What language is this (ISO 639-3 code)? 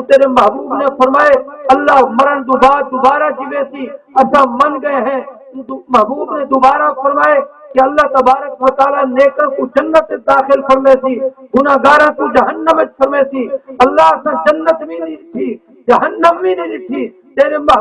skr